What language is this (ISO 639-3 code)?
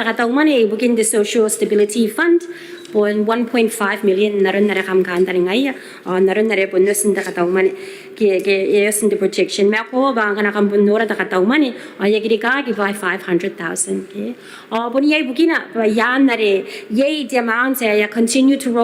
gil